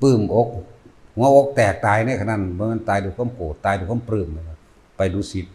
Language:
Northeastern Thai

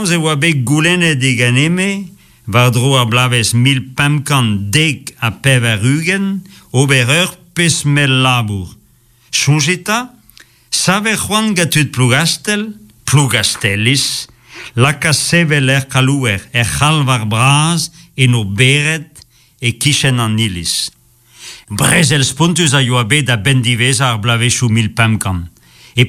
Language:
Breton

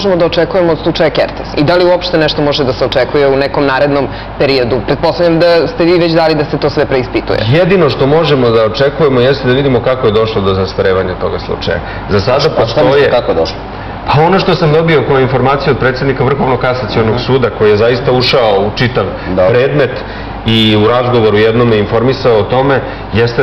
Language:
Serbian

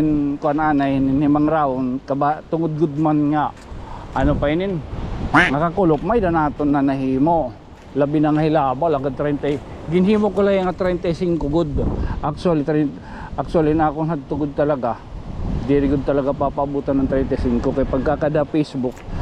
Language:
Waray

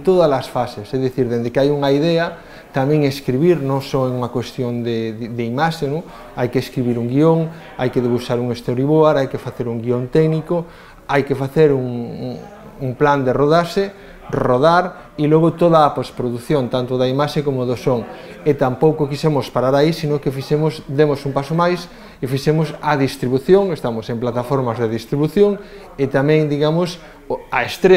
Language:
Galician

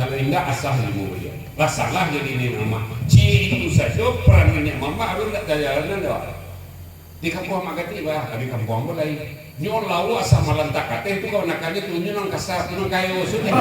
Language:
Minangkabau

